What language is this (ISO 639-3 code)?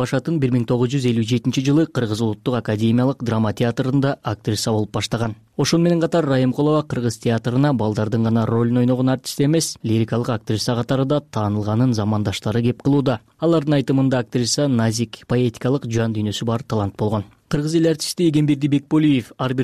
kir